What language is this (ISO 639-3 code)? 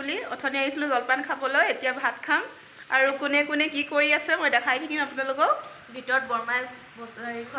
asm